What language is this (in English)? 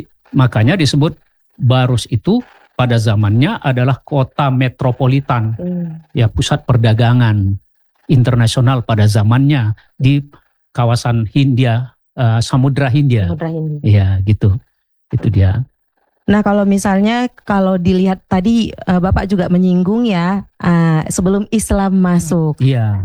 Indonesian